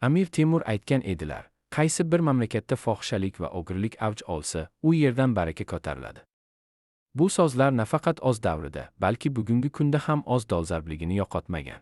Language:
Uzbek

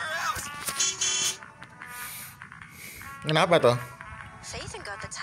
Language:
Indonesian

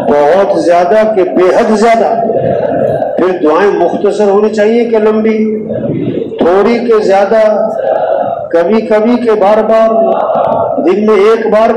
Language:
Urdu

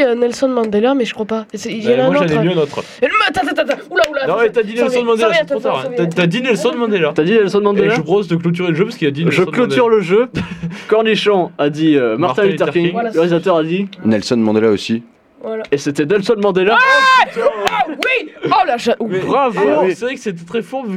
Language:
French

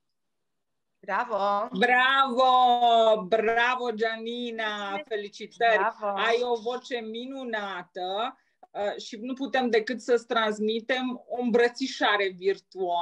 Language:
Romanian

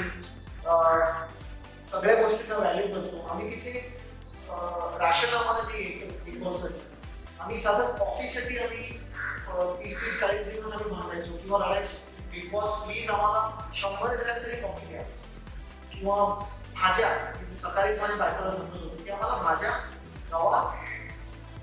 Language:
Marathi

